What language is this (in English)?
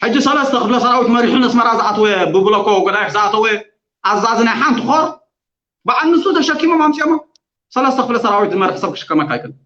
Tigrinya